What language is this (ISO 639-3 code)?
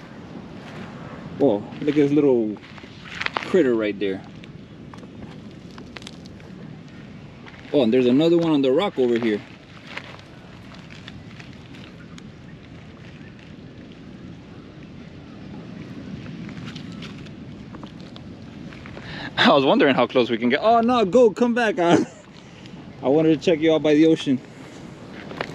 eng